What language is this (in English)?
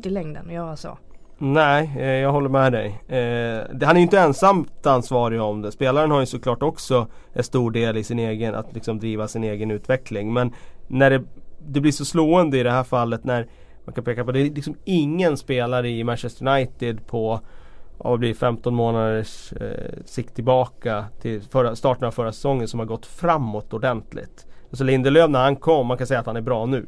Swedish